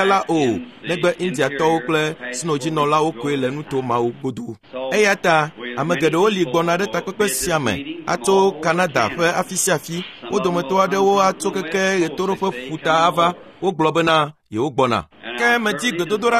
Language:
Ewe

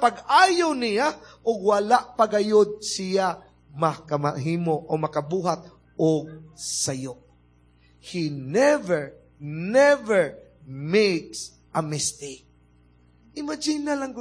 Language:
Cebuano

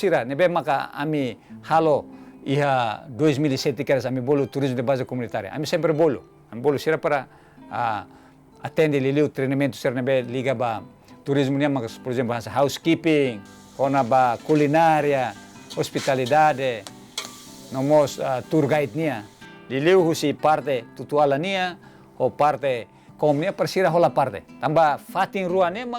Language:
Tetum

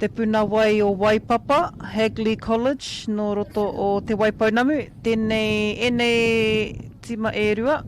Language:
Māori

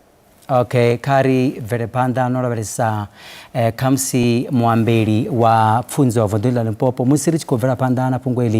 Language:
Venda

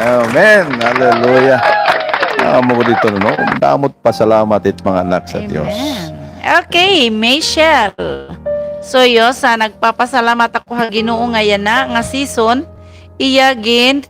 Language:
Waray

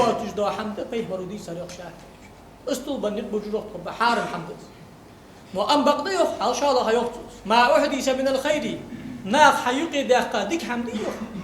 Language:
Ingush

